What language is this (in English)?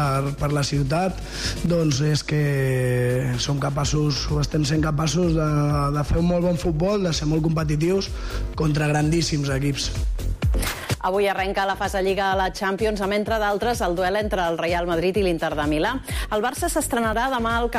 Catalan